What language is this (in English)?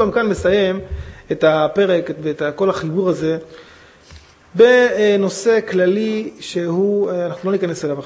Hebrew